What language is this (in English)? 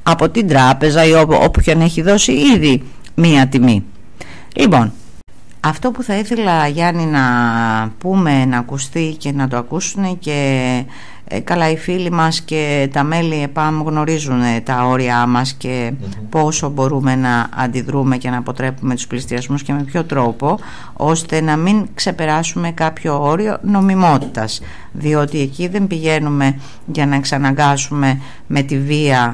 Greek